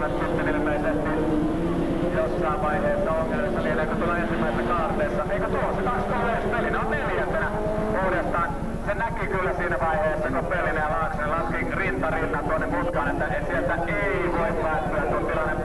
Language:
Finnish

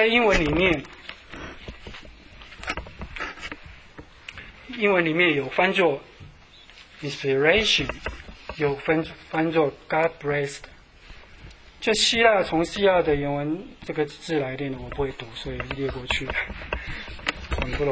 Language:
Chinese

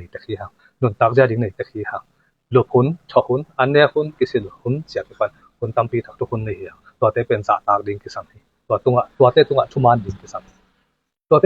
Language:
Tedim Chin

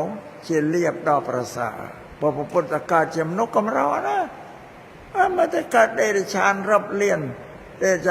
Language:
Khmer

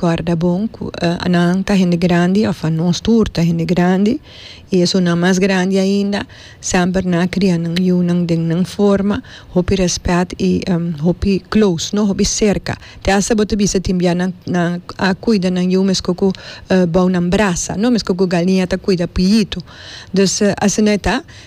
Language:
Papiamento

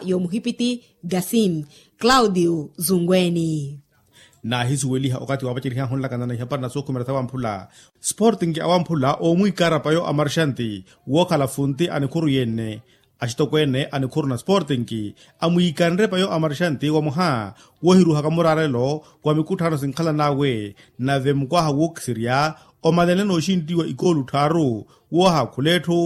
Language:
Makhuwa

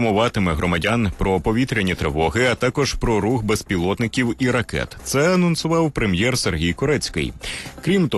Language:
Ukrainian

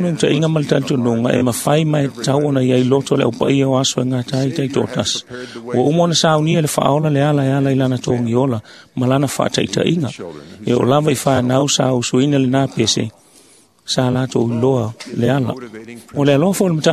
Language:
Samoan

